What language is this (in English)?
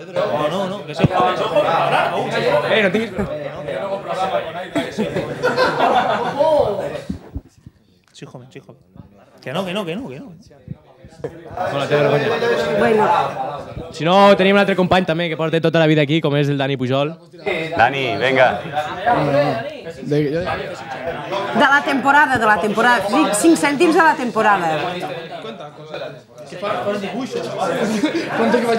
Catalan